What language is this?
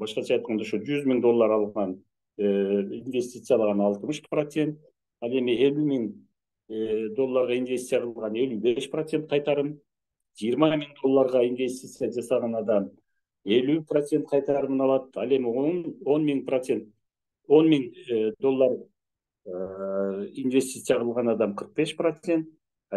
Kyrgyz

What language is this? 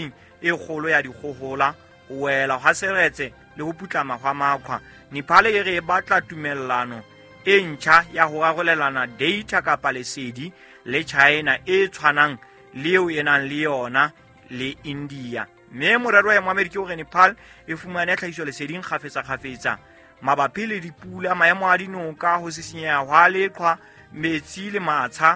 Southern Sotho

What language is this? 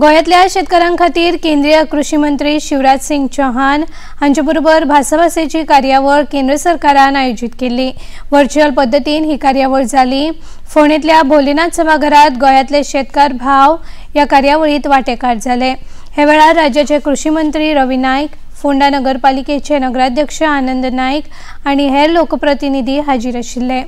Konkani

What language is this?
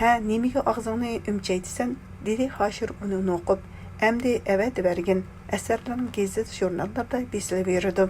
Uyghur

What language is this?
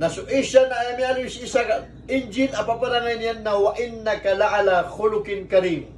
Maranao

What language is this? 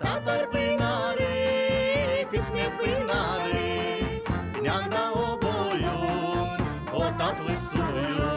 Gagauz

